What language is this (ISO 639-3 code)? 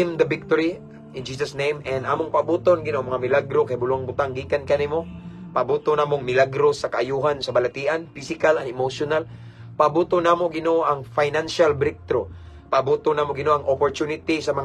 ceb